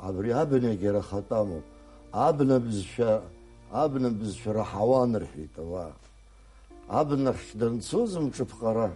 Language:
Abkhazian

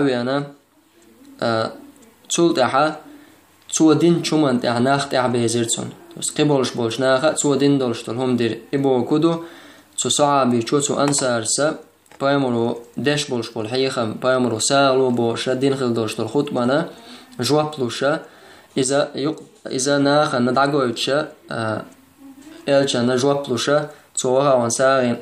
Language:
Chechen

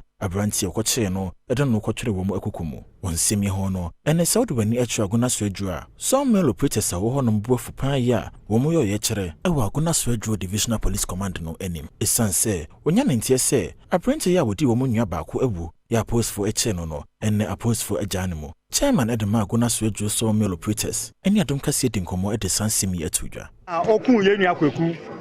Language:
Akan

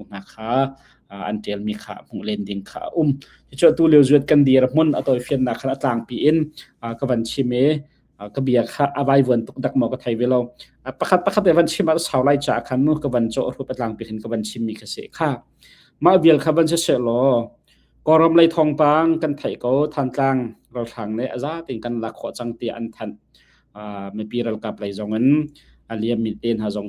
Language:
Hakha Chin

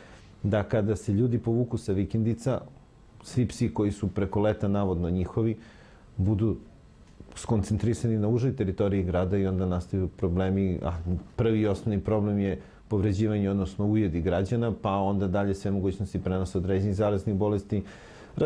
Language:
Serbian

